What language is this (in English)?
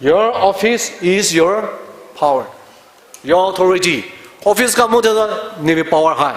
Poumei Naga